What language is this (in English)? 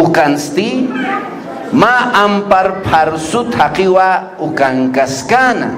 Aymara